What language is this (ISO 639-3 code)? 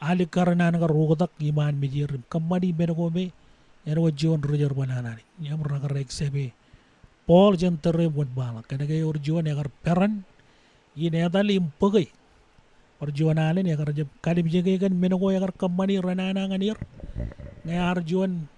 mah